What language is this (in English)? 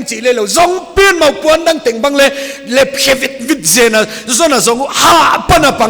Paite Chin